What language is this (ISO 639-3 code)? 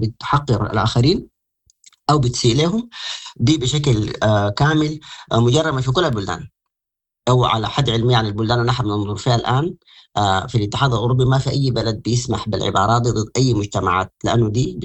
apd